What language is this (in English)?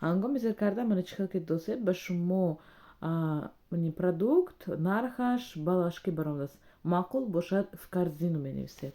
Tajik